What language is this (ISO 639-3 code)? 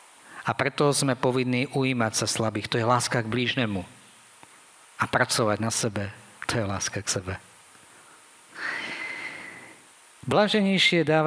slk